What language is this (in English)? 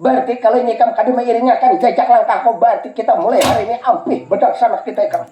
Banjar